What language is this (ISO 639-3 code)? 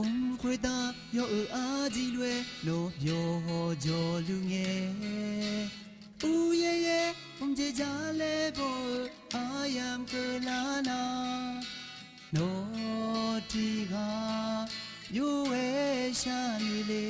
ahk